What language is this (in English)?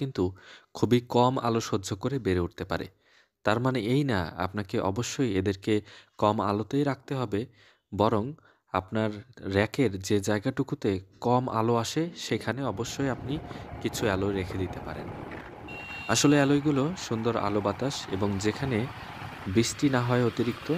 Bangla